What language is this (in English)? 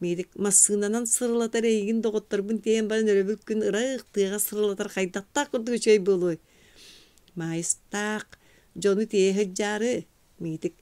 Yakut